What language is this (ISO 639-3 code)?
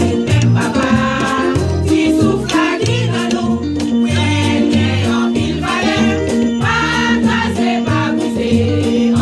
hat